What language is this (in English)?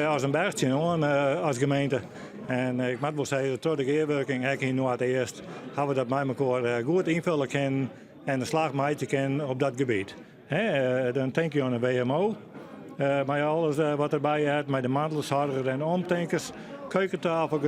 Western Frisian